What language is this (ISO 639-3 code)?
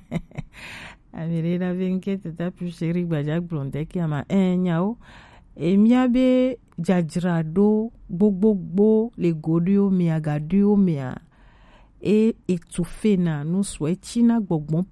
gej